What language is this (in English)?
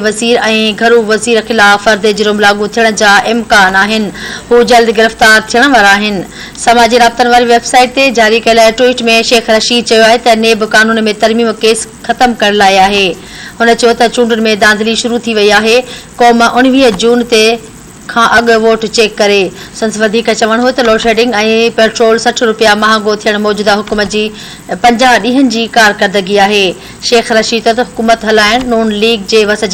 Sindhi